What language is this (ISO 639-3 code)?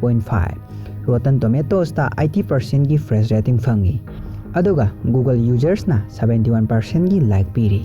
mni